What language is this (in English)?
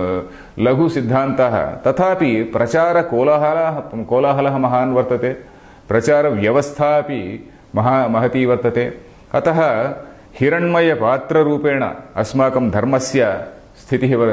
Sanskrit